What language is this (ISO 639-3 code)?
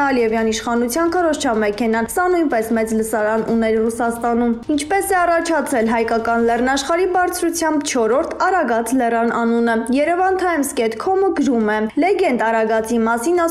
hye